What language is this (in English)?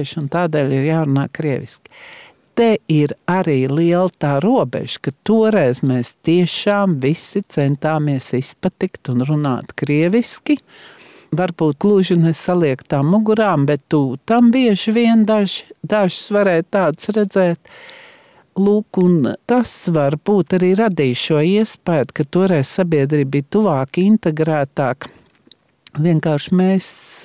Latvian